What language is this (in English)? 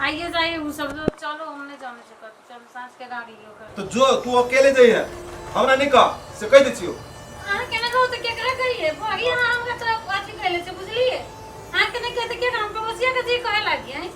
Maithili